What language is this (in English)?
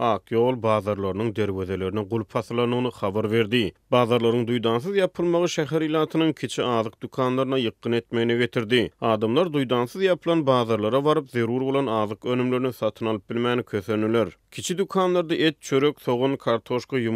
Turkmen